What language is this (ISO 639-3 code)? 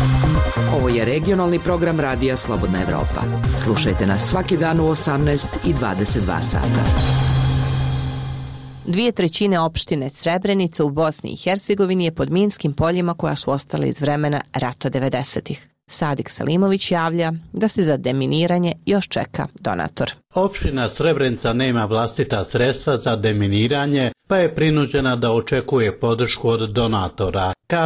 srp